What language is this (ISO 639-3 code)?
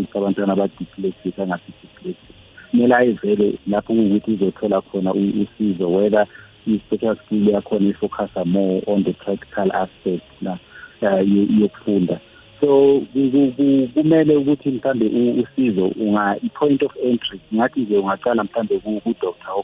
nbl